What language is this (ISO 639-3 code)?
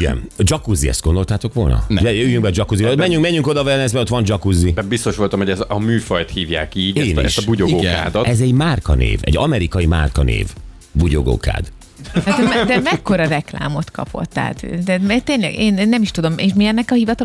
hun